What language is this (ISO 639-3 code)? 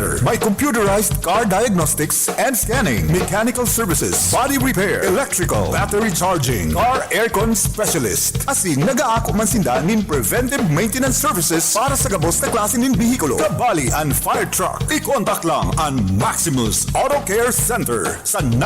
bik